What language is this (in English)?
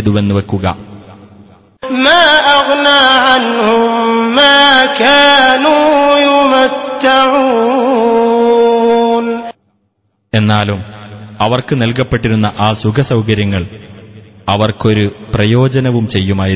Malayalam